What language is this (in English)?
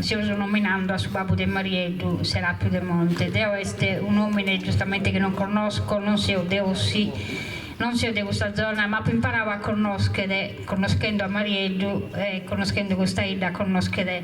Sardinian